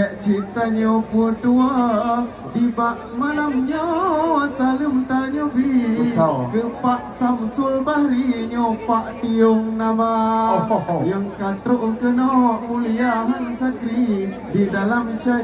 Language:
Achinese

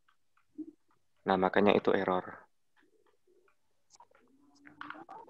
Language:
Indonesian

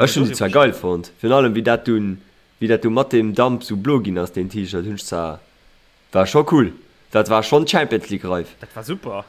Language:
Luxembourgish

